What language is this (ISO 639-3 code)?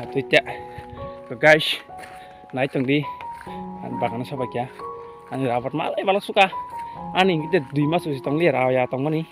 trp